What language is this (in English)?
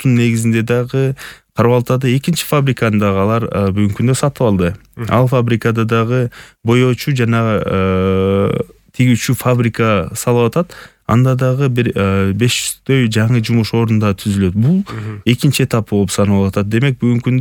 Kyrgyz